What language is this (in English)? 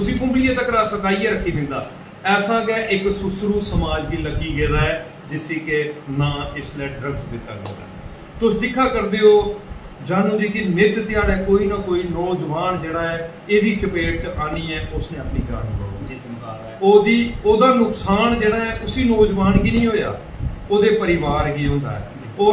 Dogri